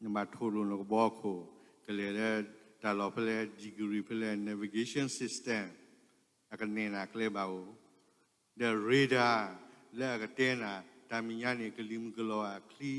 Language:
S'gaw Karen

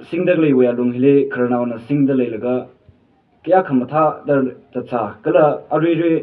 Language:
Tangkhul Naga (India)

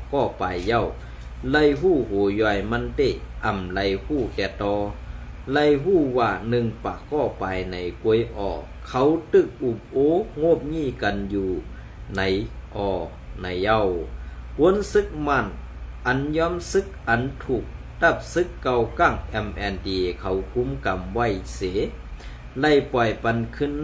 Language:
Shan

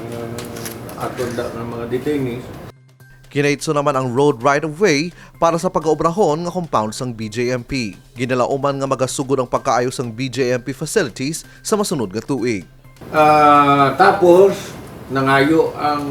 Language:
Hiligaynon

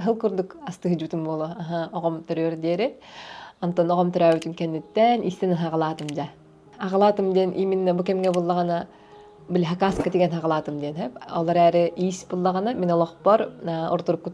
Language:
Yakut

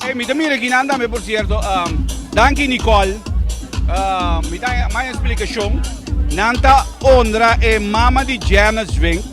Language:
Papiamento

